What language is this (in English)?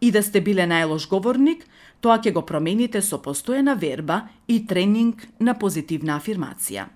Macedonian